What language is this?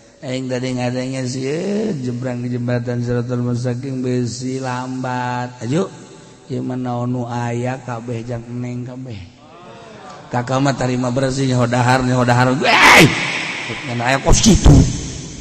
Sundanese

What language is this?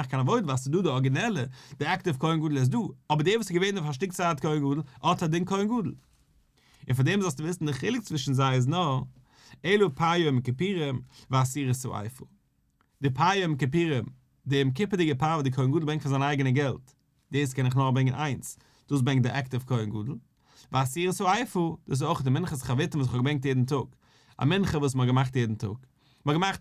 Yiddish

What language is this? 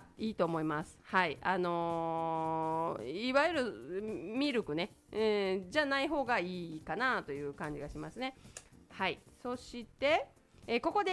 Japanese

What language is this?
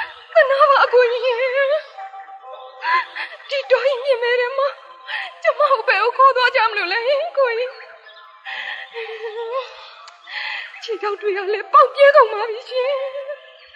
Burmese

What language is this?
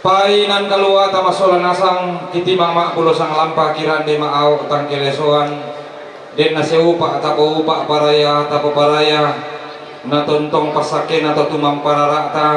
Toraja-Sa'dan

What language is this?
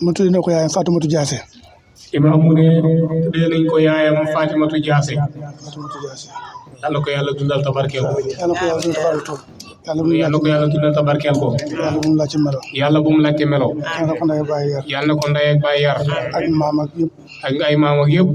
Wolof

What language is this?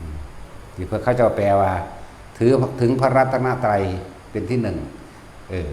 Northeastern Thai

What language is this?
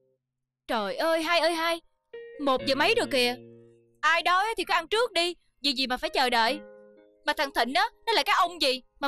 Vietnamese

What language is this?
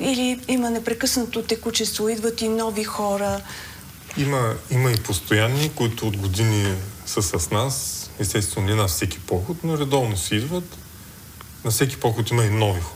Bulgarian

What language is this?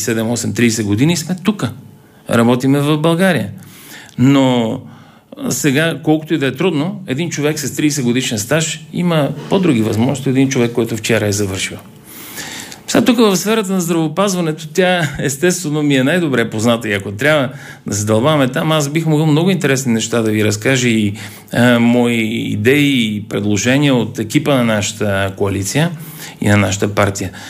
Bulgarian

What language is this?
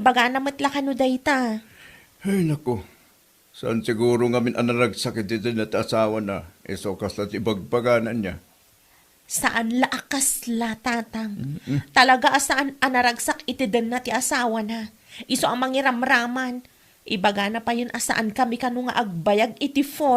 Iloko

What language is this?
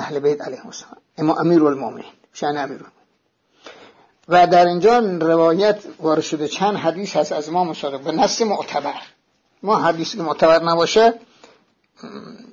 Persian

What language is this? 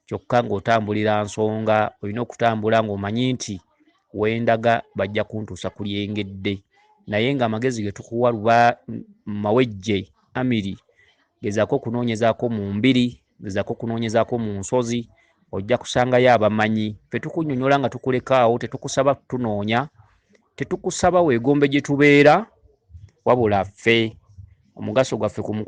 Ganda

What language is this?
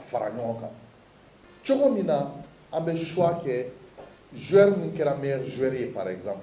Bambara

